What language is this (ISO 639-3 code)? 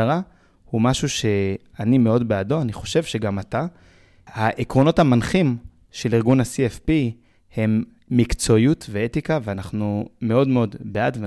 heb